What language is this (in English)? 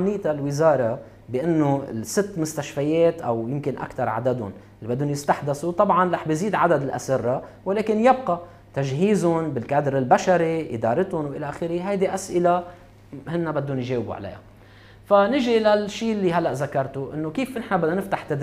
North Levantine Arabic